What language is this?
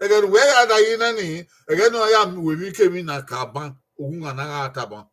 Bini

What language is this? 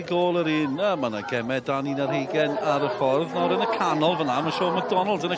Welsh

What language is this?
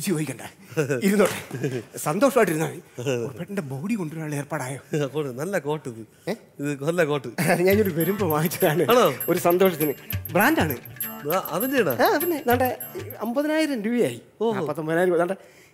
Malayalam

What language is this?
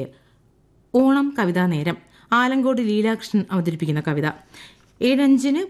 Malayalam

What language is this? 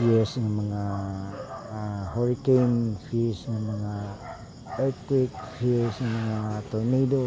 Cebuano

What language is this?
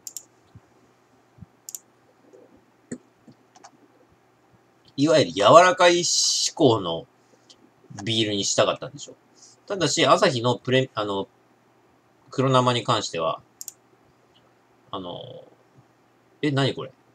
Japanese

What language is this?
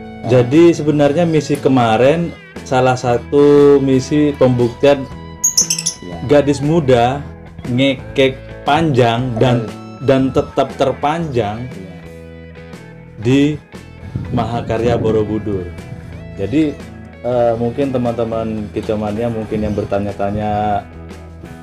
Indonesian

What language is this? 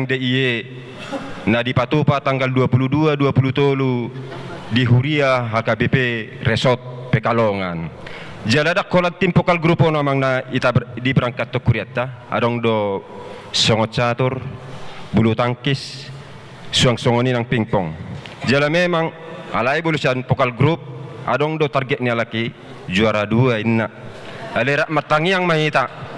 Batak Toba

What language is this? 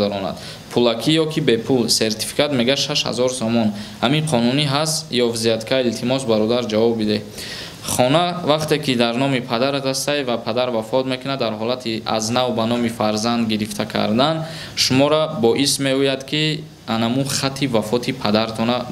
Tajik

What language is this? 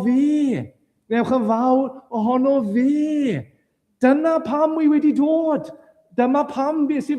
Welsh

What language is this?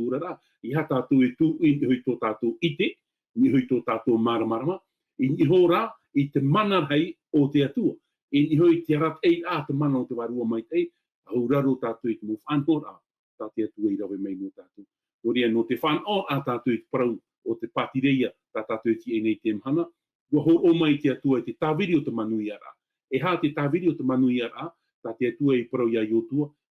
Tahitian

